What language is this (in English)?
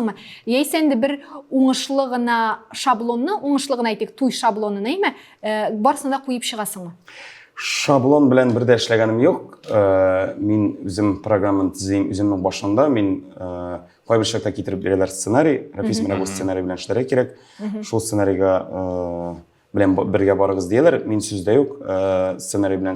Tatar